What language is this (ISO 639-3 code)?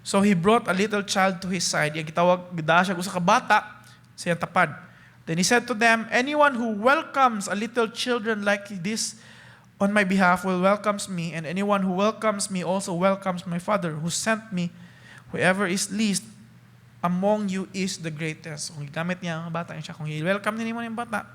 ceb